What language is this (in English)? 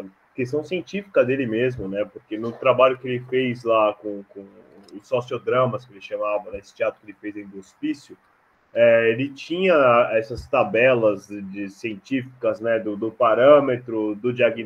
Portuguese